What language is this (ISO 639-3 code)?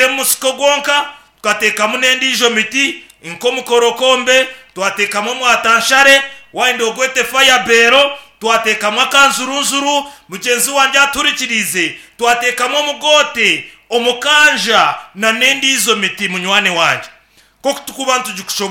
nyn